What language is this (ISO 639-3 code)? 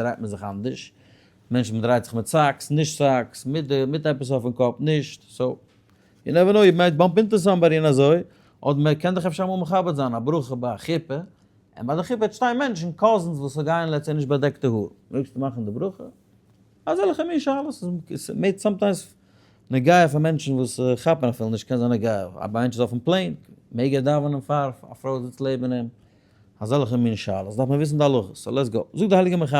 yid